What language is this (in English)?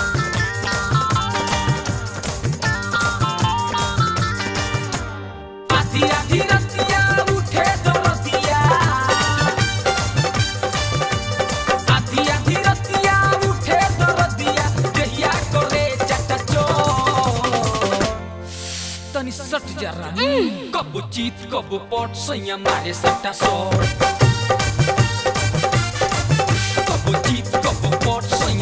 Bhojpuri